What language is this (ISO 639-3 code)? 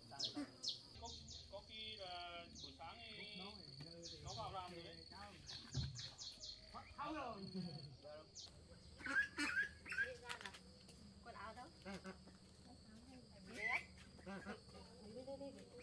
vie